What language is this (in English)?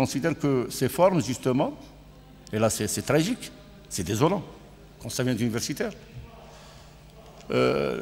French